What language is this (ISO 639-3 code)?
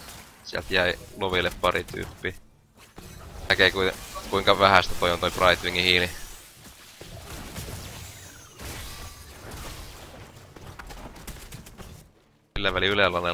fin